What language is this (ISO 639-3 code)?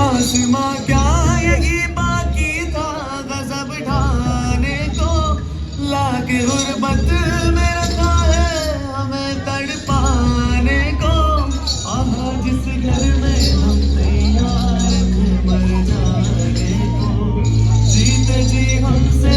kha